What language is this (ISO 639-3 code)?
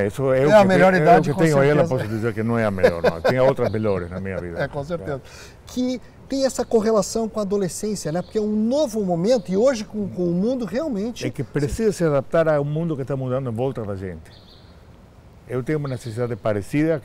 por